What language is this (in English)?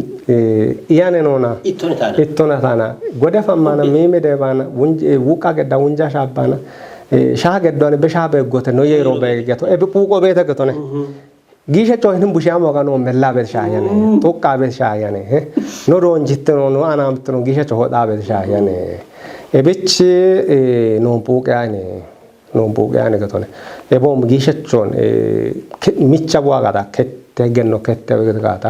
Kafa